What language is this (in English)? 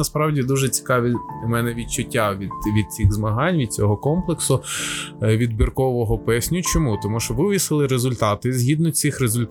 Ukrainian